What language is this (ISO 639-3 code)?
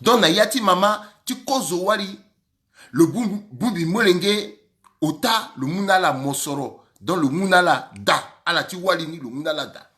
sag